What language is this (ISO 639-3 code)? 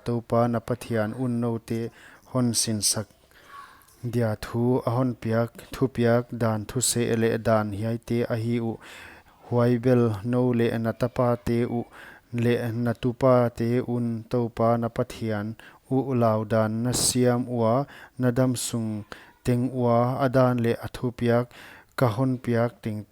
pck